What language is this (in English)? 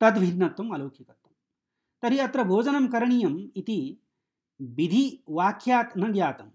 Sanskrit